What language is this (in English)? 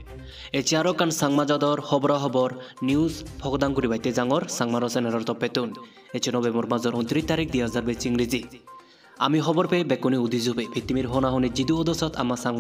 Chakma